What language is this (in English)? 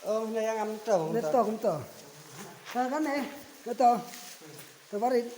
Khasi